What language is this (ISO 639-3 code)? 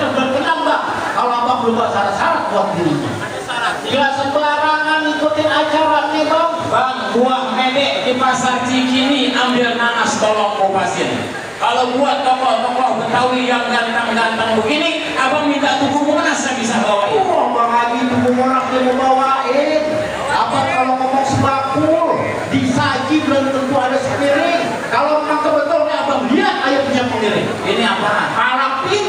bew